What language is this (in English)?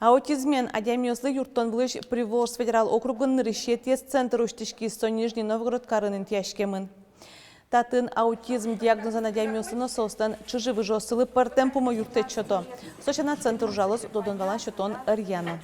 Udmurt